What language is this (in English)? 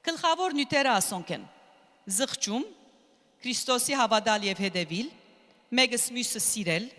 Western Armenian